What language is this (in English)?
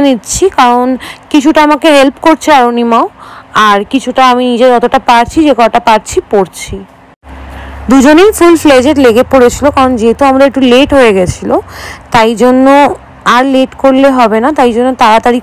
Bangla